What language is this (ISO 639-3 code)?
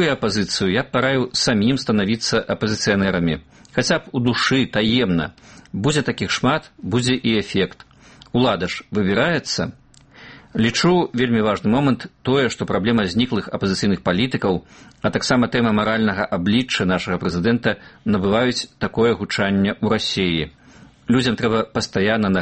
bel